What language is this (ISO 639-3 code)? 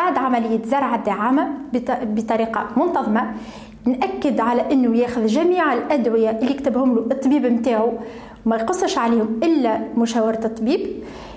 aeb